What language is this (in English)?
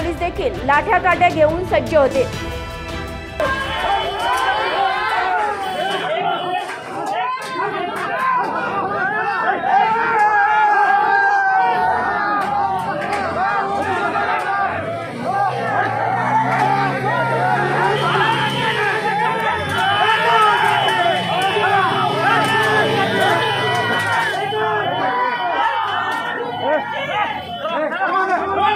Marathi